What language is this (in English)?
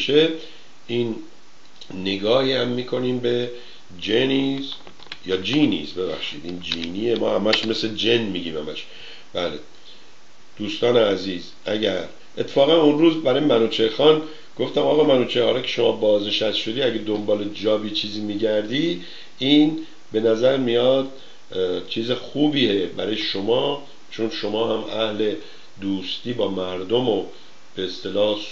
Persian